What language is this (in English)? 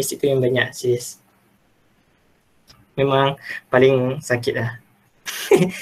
Malay